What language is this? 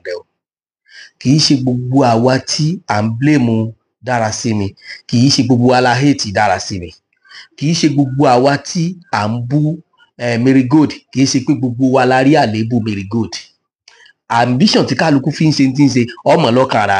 Yoruba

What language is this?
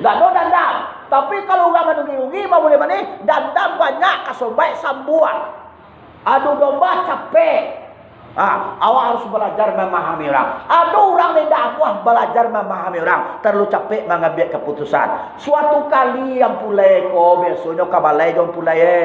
Minangkabau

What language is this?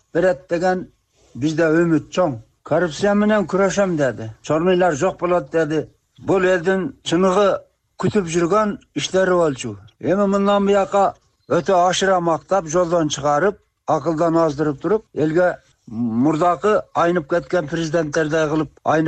Kyrgyz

